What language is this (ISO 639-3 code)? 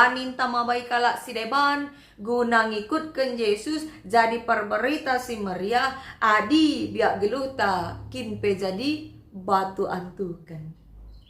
btx